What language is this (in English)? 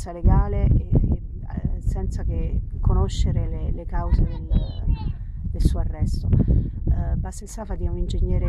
Italian